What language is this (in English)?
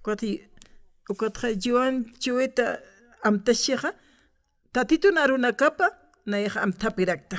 Aymara